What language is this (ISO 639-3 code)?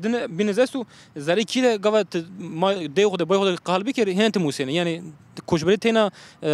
zza